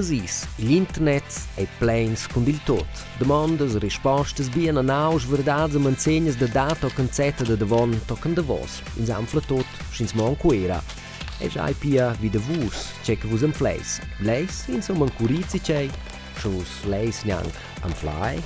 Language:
Romansh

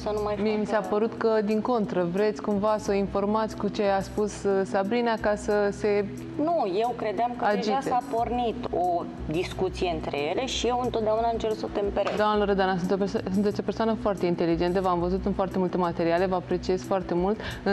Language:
Romanian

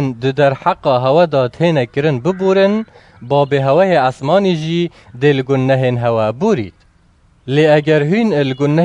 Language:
Kurdish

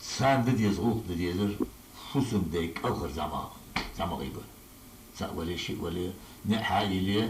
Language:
Ingush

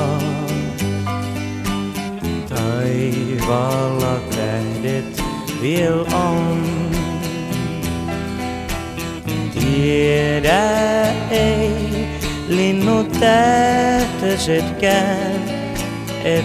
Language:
Finnish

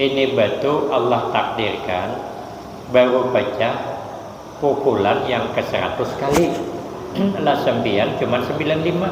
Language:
Banjar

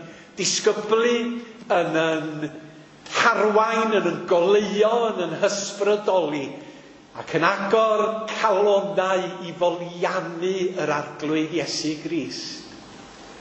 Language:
Welsh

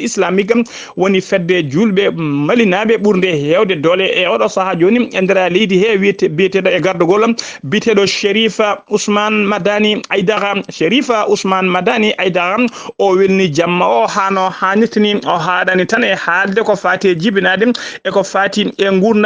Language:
Fula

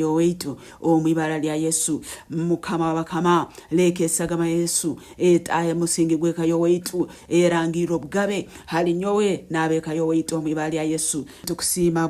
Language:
Nyankole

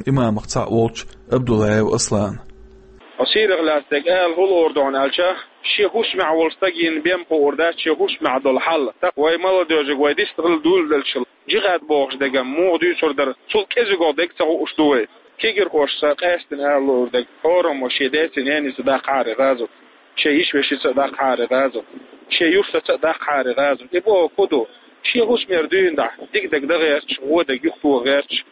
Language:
Chechen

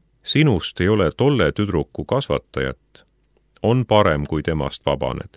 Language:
Estonian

